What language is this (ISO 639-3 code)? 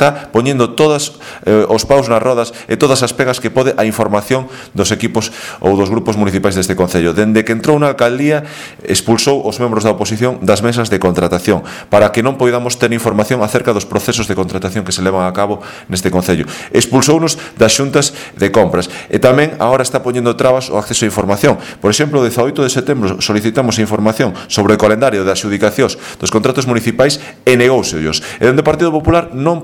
glg